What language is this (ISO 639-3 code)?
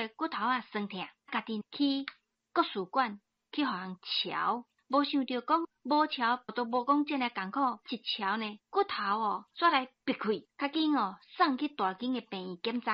nan